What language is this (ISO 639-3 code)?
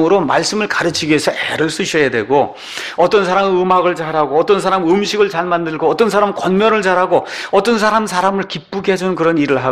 kor